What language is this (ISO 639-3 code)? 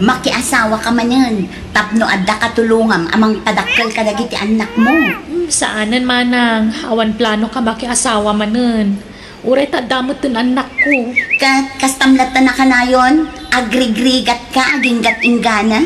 ilo